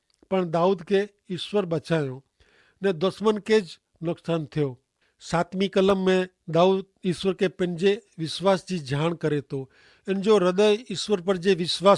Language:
Kachhi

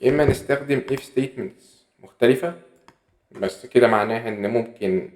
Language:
Egyptian Arabic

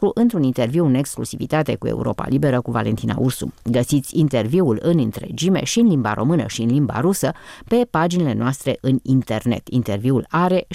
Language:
Romanian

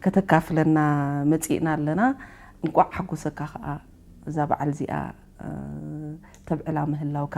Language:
Tigrinya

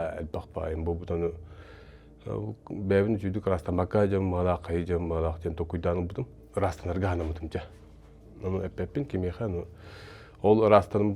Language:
Yakut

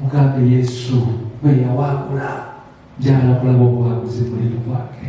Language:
Ganda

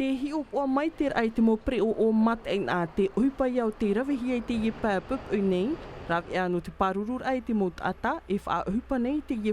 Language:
Tahitian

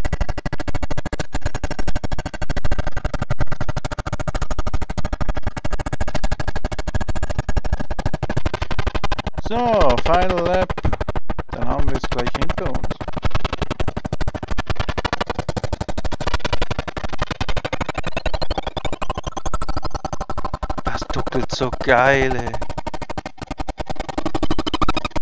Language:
German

